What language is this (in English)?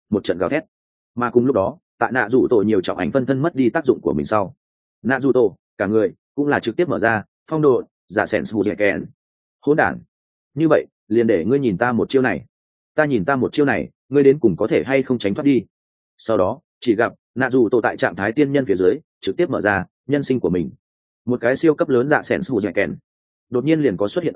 Vietnamese